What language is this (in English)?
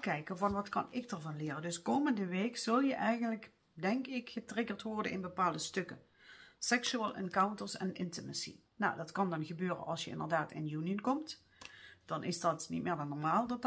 Dutch